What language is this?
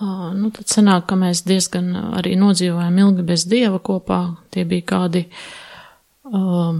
Latvian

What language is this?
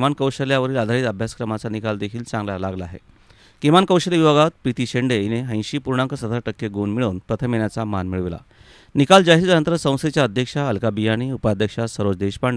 Marathi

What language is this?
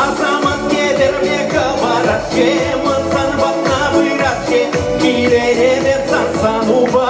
Chuvash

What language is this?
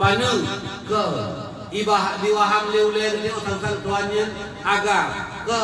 Achinese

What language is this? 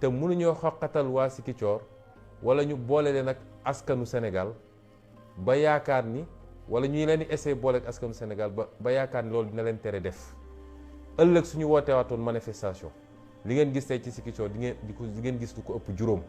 Wolof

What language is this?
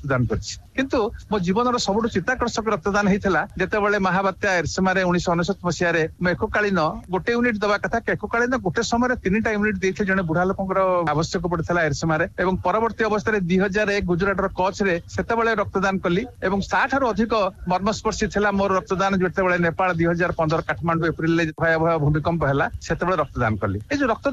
Odia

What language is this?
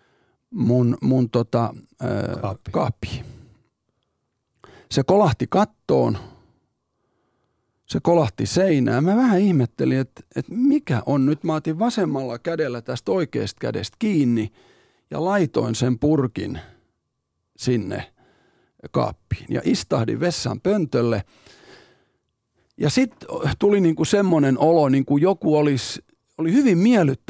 Finnish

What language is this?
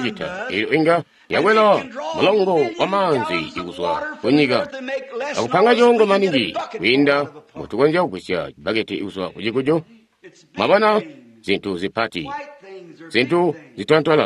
Tonga (Zambia)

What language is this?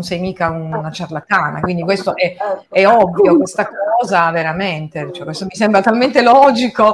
Italian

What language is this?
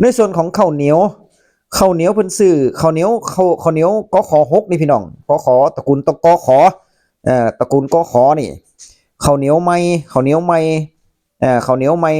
Northeastern Thai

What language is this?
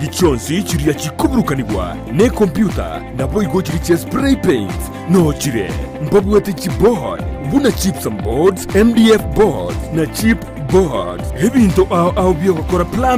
Gusii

